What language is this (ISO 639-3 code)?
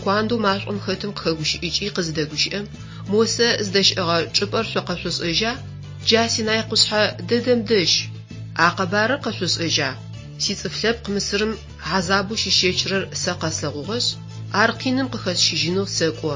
ady